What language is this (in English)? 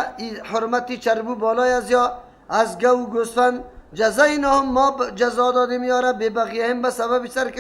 Persian